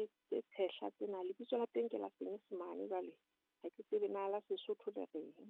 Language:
Southern Sotho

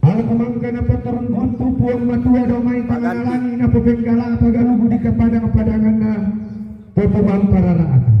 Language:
Toraja-Sa'dan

